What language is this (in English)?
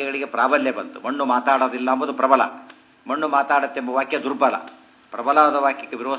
Kannada